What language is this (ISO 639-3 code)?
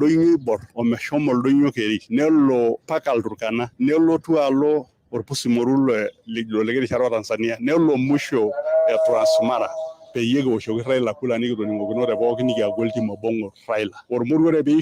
mas